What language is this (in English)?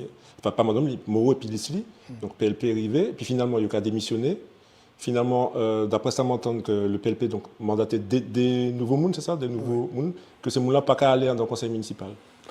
Guadeloupean Creole French